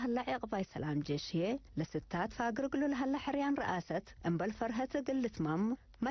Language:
Tigre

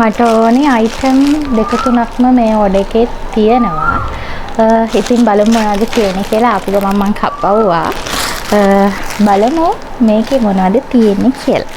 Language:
Sinhala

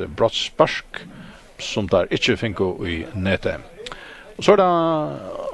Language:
Faroese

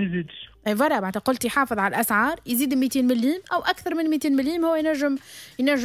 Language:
Tunisian Arabic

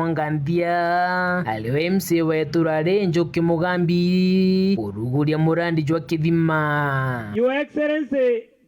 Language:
Meru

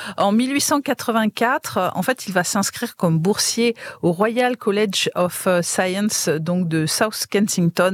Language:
French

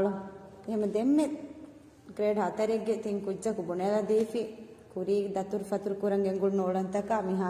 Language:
Divehi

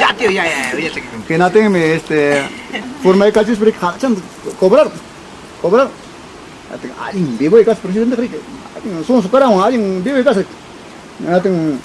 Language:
Ayacucho Quechua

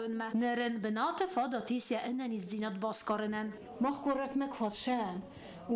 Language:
Ossetic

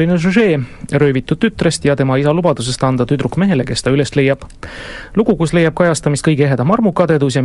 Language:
Estonian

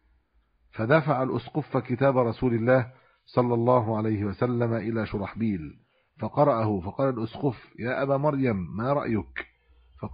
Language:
Arabic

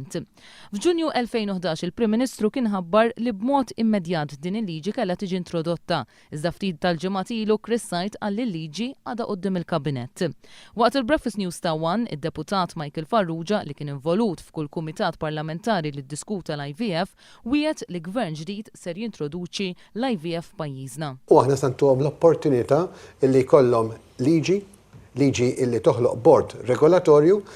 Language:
Maltese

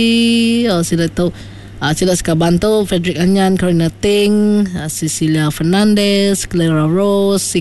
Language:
Iban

